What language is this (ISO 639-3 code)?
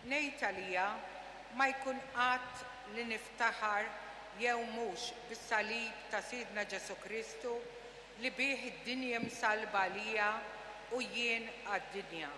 mlt